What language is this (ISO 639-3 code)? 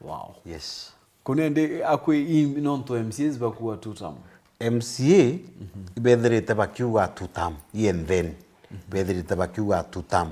mer